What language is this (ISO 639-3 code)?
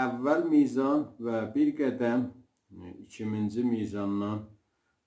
azb